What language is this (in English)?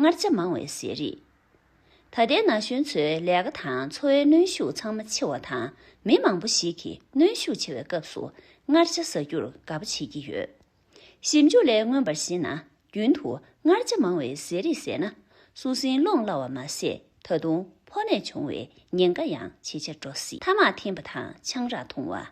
Tibetan